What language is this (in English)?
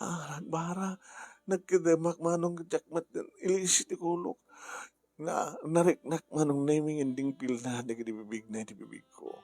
Iloko